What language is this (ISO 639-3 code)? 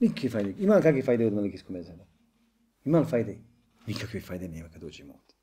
bos